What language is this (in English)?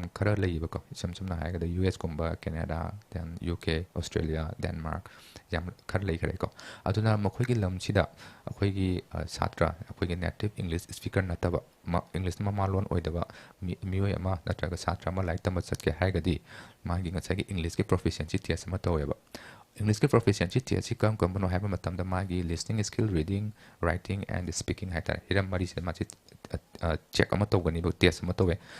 Manipuri